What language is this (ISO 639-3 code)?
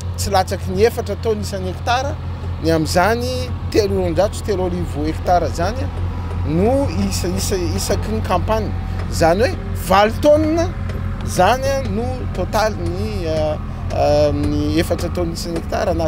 mlg